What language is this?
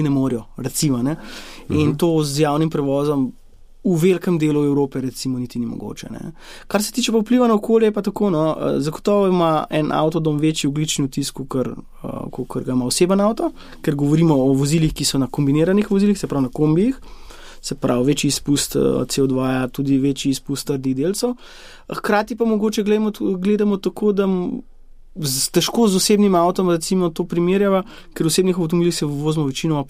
Slovenian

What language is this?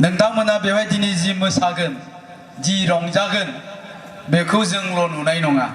Bodo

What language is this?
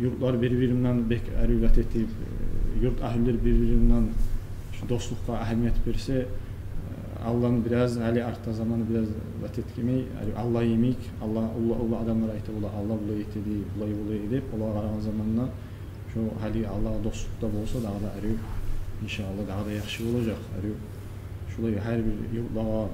Kumyk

